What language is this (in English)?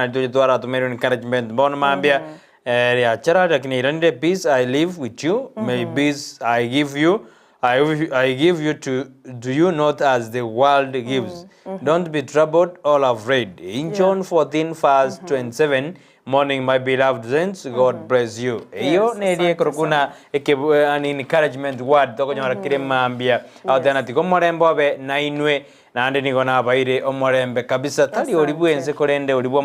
Gusii